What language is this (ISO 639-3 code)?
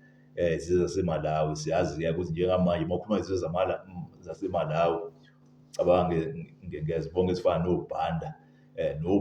zul